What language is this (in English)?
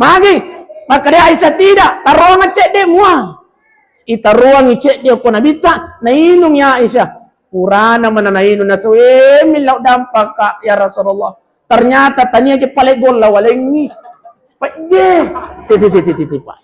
Buginese